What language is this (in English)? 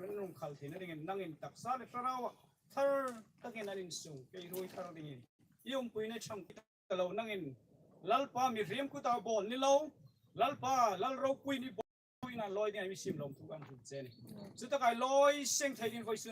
Hmar